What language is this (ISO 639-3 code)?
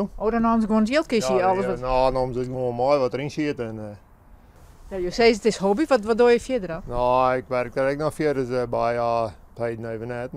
fry